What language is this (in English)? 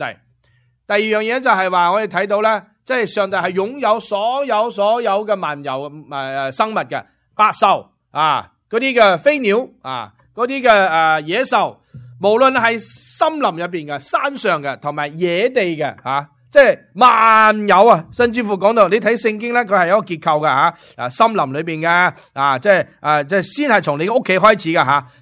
Cantonese